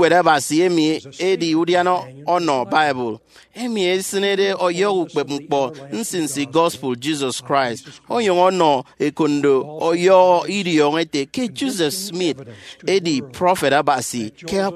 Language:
Efik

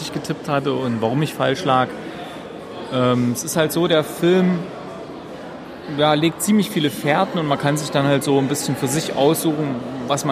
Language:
German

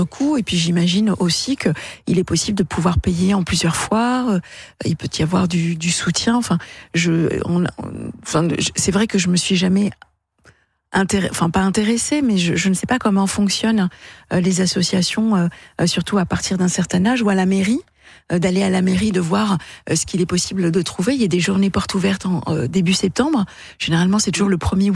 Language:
French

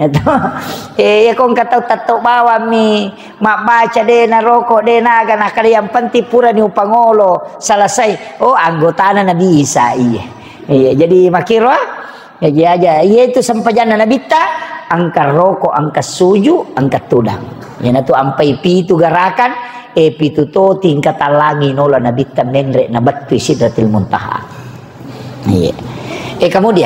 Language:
Buginese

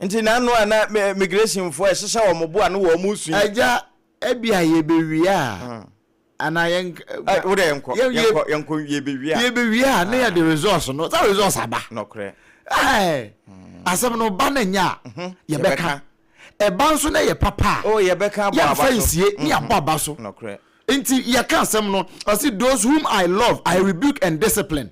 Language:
Akan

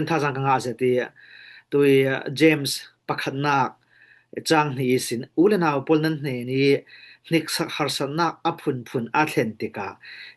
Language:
Falam Chin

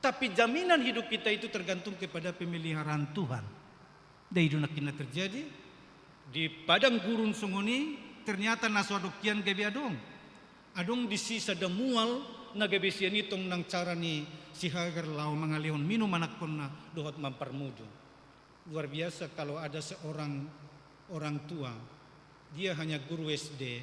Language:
Batak Toba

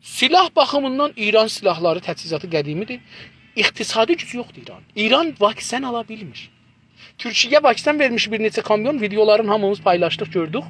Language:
South Azerbaijani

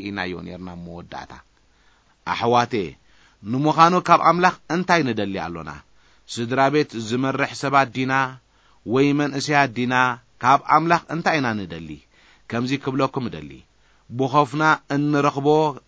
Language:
Tigrinya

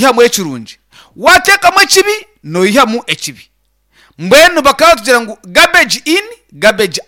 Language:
Nyankole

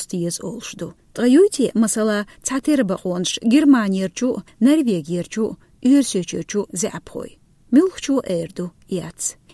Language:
Chechen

